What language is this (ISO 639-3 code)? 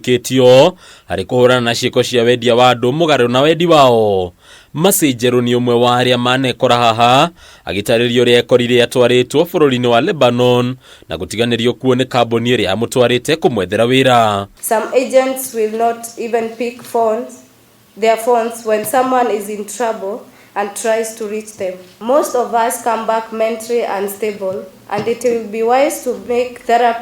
kik